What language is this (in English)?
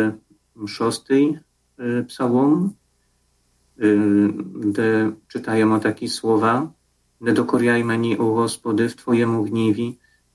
Ukrainian